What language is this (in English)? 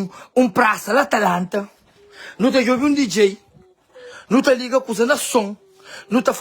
Kabuverdianu